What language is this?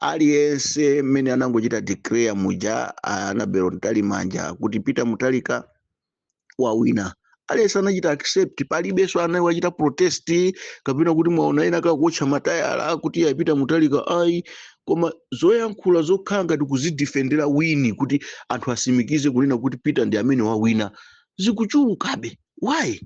Nyanja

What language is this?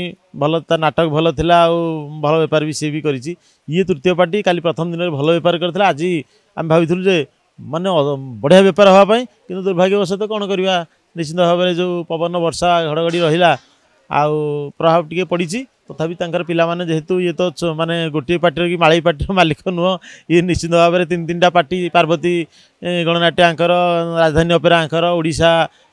Odia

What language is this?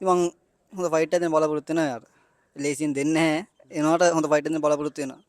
Sinhala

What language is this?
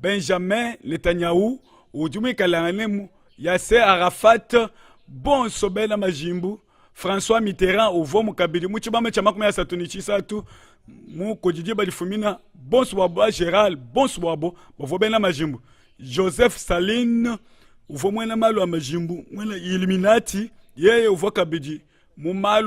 Luba-Lulua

